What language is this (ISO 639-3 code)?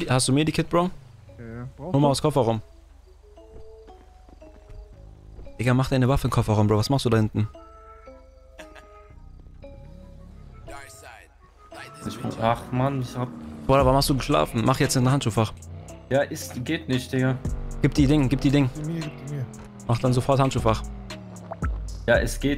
deu